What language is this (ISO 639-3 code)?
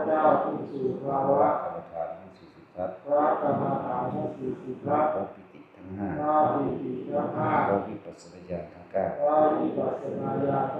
tts